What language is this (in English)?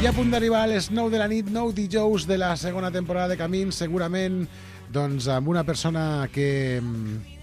Catalan